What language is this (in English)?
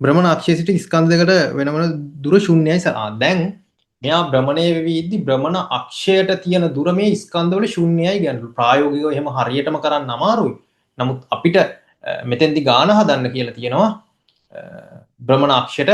Sinhala